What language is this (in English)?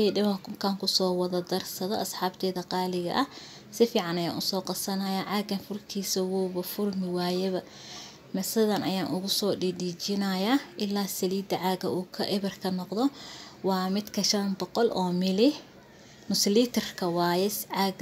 Somali